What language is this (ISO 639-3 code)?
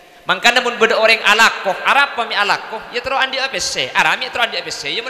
mad